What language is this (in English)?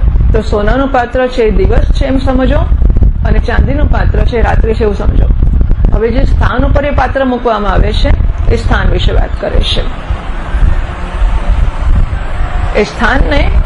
Gujarati